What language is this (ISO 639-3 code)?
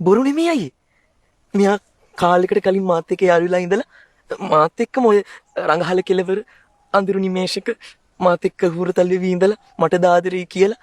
sin